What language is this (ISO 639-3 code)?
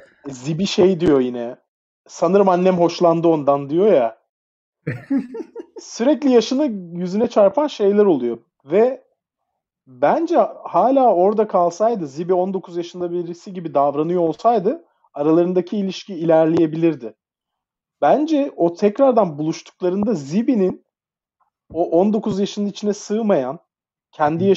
tur